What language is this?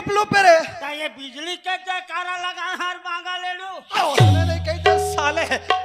Chhattisgarhi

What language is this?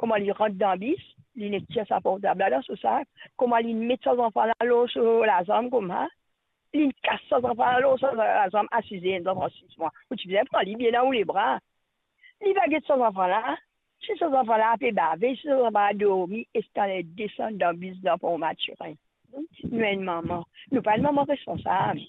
Morisyen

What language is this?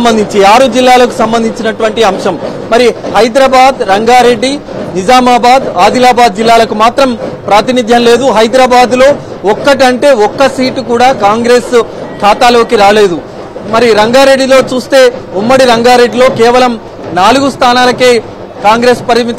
Telugu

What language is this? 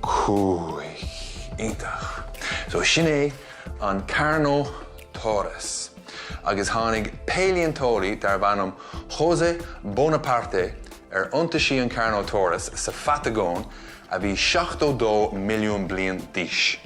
Irish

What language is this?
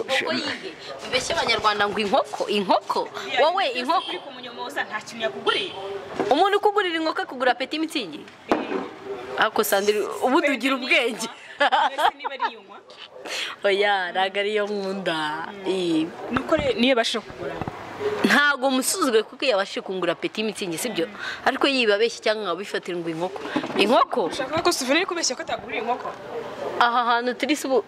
Kinyarwanda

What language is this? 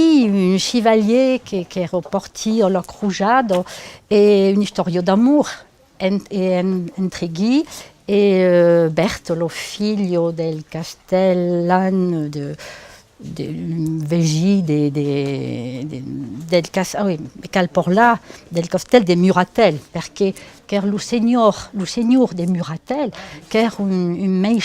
Occitan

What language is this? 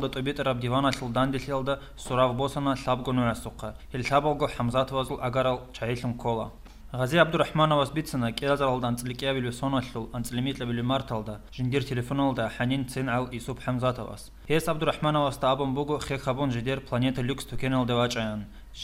Avaric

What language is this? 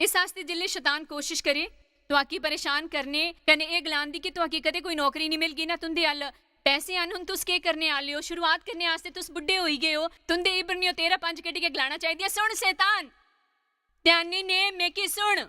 Dogri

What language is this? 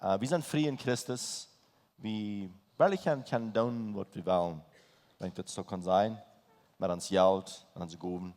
Plautdietsch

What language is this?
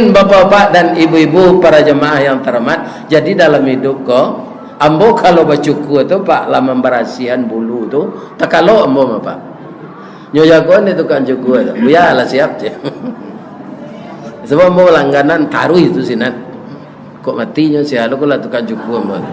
Minangkabau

